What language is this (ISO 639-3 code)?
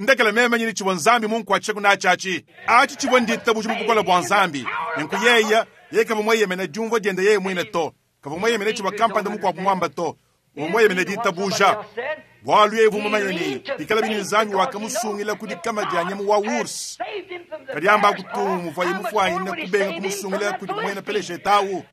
lua